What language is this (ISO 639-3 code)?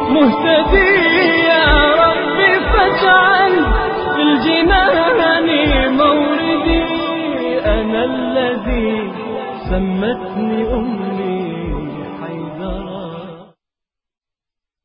fas